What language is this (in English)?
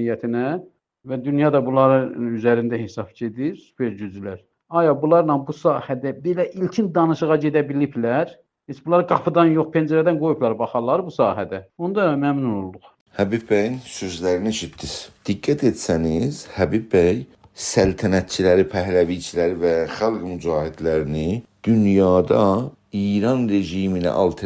South Azerbaijani